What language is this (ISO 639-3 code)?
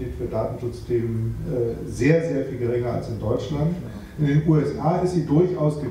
deu